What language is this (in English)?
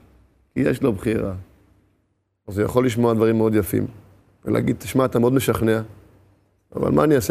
Hebrew